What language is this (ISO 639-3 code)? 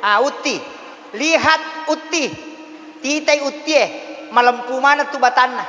bug